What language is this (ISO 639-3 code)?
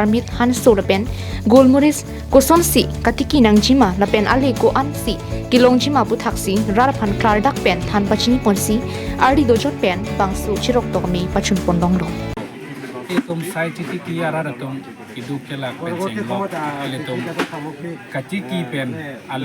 mjw